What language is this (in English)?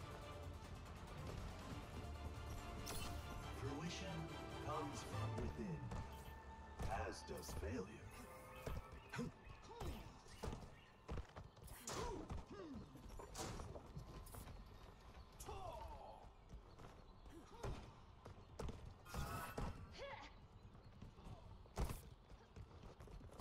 English